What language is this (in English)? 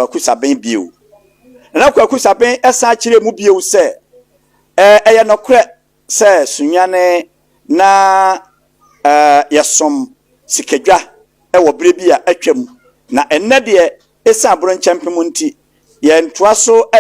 Akan